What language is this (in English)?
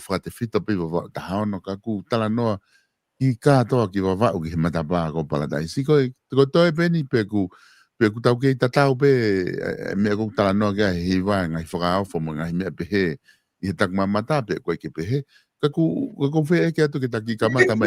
Tongan